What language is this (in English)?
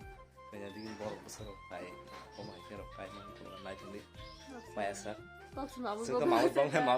Kok Borok